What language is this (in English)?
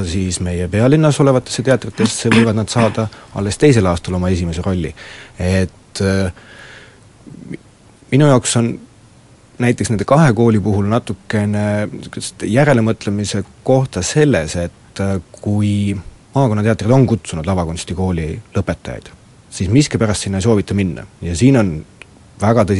Estonian